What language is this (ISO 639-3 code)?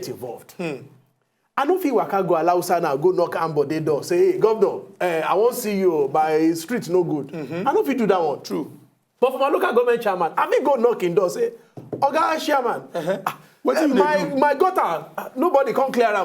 pcm